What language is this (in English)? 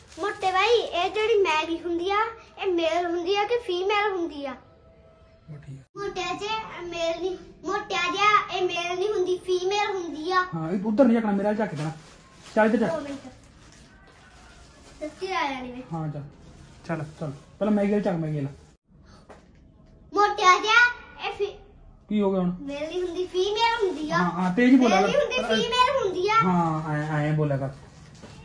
Punjabi